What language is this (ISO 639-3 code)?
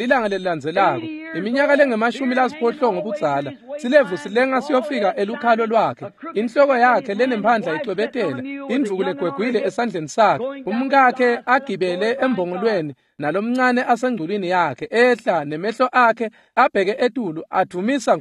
ssw